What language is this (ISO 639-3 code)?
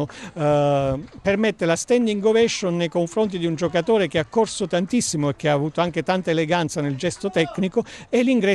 ita